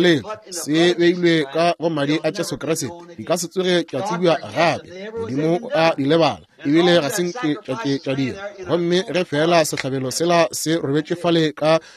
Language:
Northern Sotho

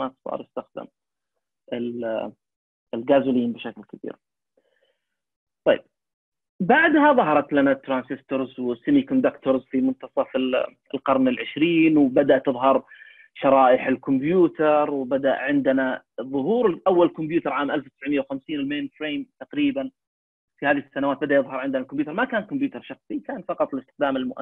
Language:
Arabic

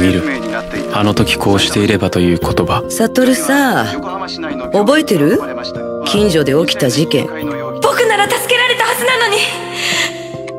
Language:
Japanese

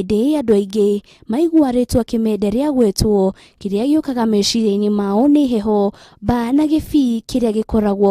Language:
Kikuyu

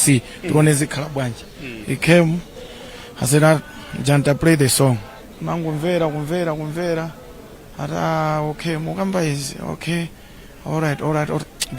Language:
Nyanja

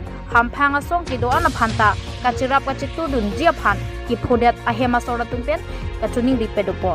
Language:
Karbi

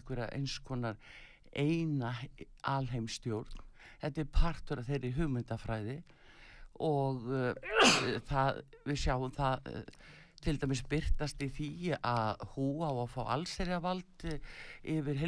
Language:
Icelandic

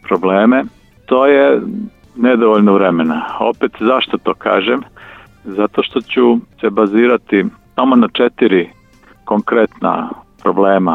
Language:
Serbian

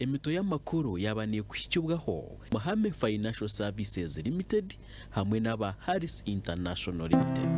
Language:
Nyankole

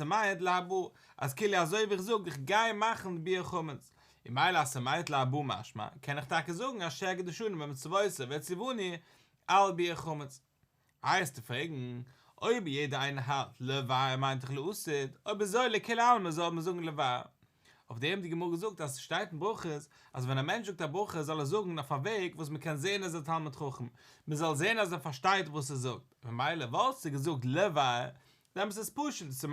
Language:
Yiddish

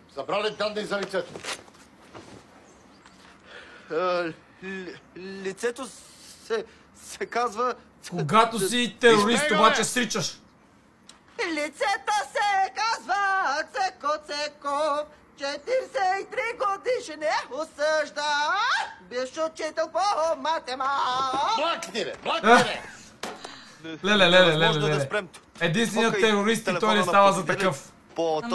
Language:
Bulgarian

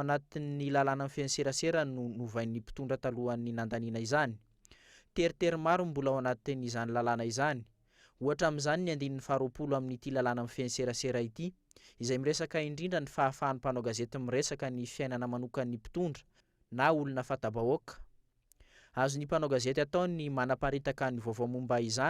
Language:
Malagasy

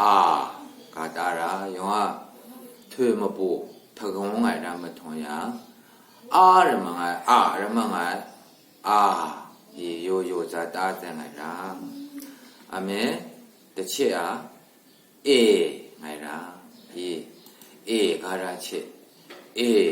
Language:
Maru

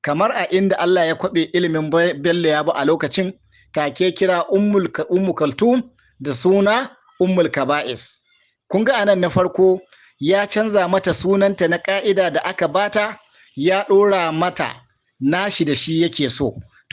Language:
Hausa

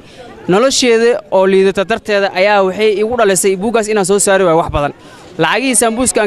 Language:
Somali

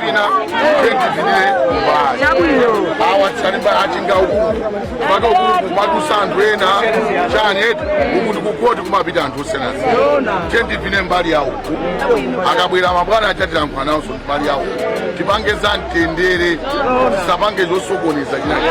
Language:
Nyanja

